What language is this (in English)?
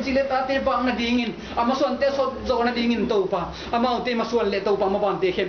Tedim Chin